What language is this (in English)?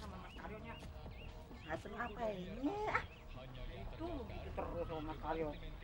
Betawi